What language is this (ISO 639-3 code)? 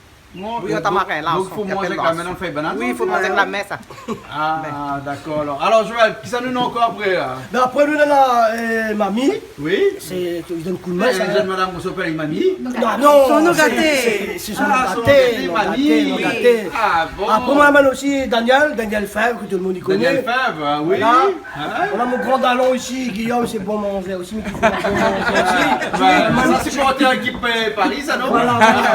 rcf